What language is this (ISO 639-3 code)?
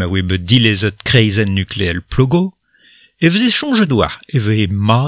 bre